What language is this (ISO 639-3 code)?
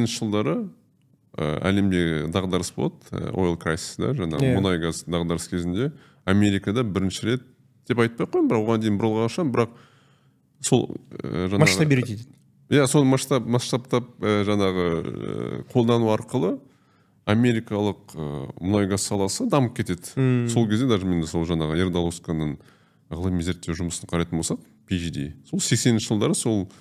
kaz